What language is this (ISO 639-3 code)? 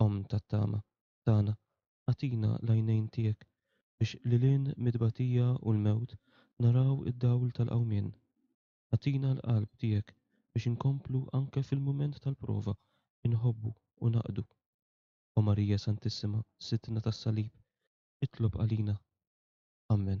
mlt